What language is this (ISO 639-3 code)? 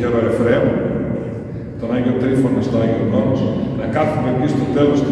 ell